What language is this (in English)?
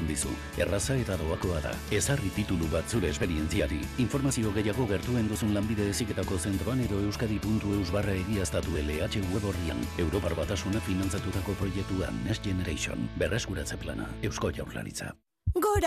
Basque